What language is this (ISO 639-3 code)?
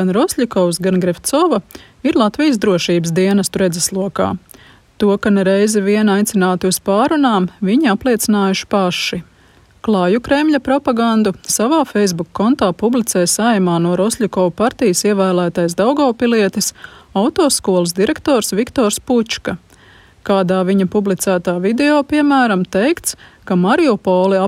lav